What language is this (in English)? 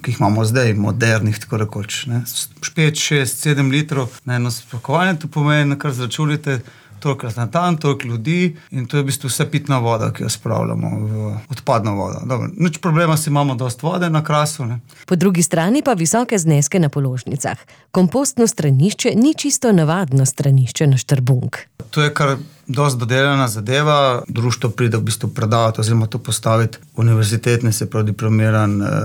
Slovenian